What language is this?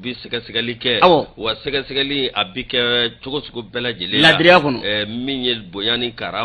Bambara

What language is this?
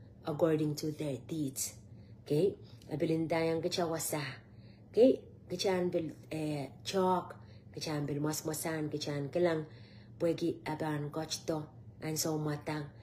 Pohnpeian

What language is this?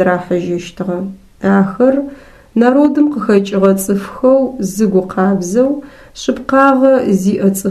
Adyghe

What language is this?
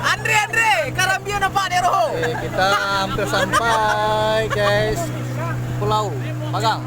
Minangkabau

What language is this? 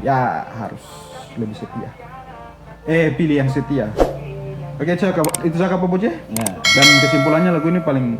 Ambonese Malay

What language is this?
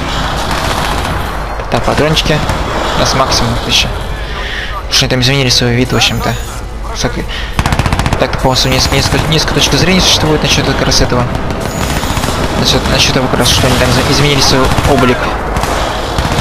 Russian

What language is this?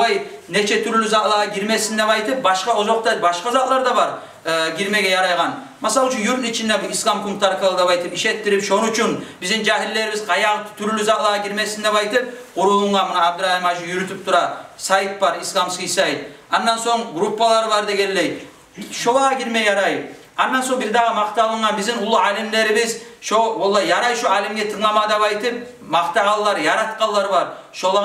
Kumyk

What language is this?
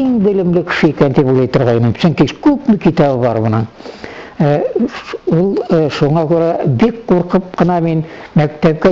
Bashkir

